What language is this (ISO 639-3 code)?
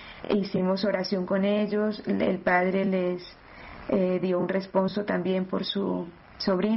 spa